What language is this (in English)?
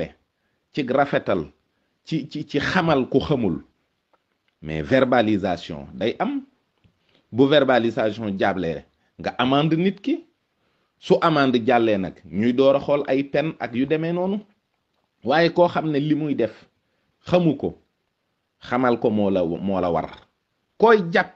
Wolof